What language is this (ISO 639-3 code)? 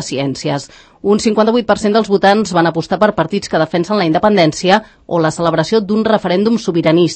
cat